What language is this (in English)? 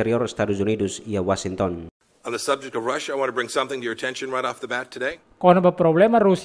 Tetum